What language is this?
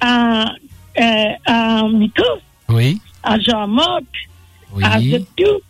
Morisyen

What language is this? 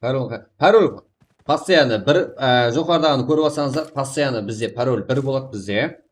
Kara-Kalpak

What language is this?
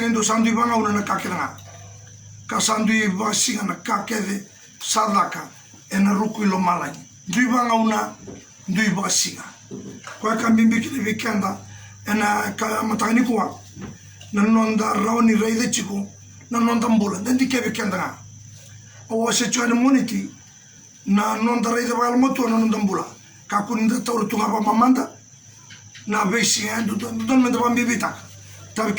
Fijian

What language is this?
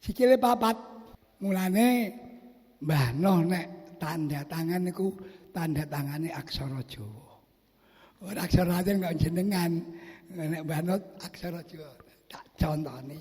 Javanese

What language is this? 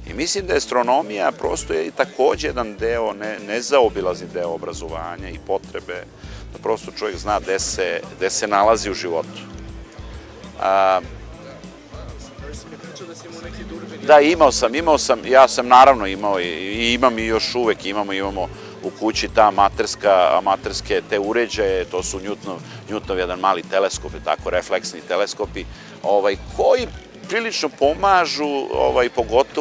Serbian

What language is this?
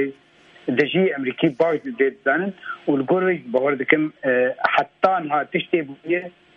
Kurdish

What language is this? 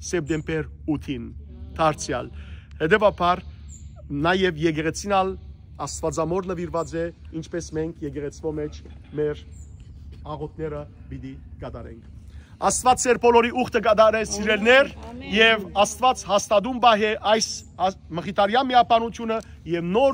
Western Armenian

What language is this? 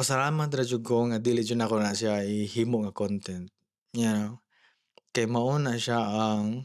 Cebuano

